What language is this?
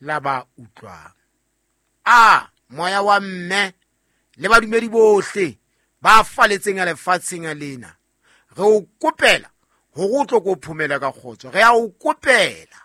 Southern Sotho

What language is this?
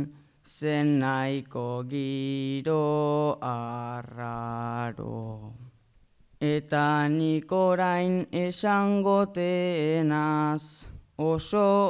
Basque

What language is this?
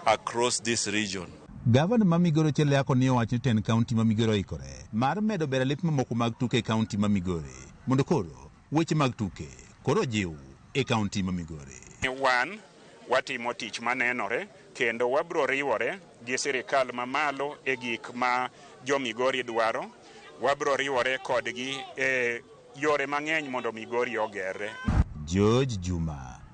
Luo (Kenya and Tanzania)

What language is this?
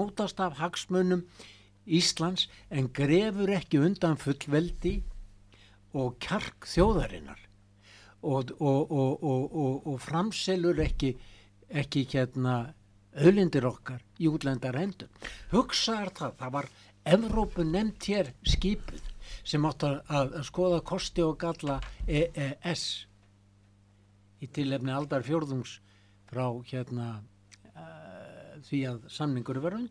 Icelandic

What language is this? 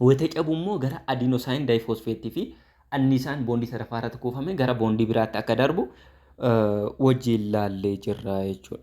Oromo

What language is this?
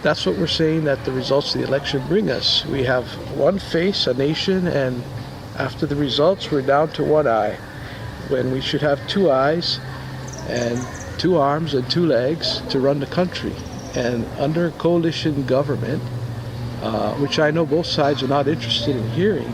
Seselwa Creole French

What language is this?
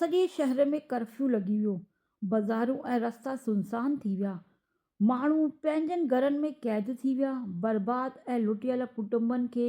Sindhi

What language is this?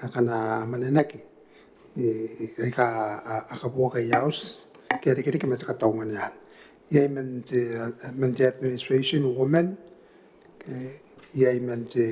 Gilbertese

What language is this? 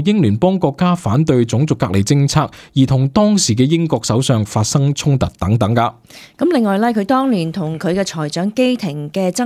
Cantonese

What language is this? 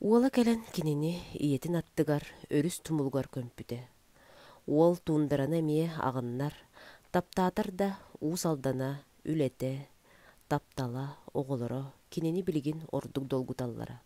Yakut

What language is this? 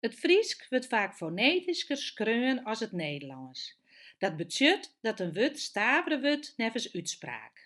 Western Frisian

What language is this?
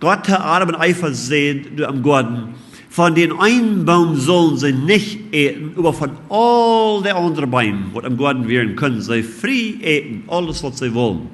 Plautdietsch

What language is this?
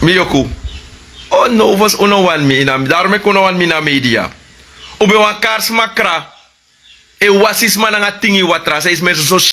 Sranan Tongo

